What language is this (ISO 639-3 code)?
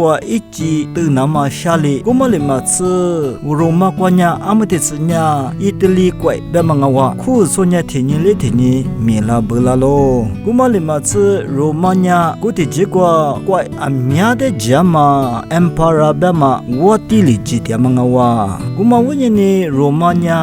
lis